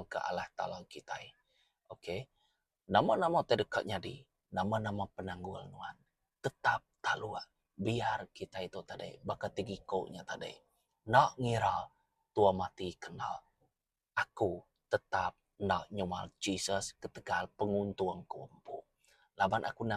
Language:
Iban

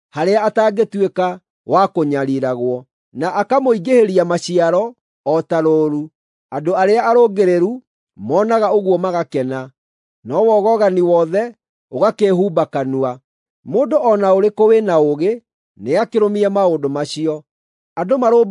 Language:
Kikuyu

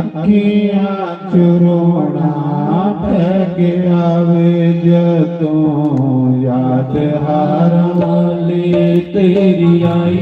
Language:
Dogri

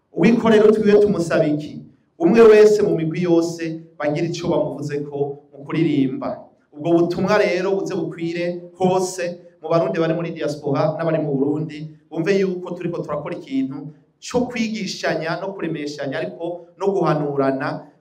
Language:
Rundi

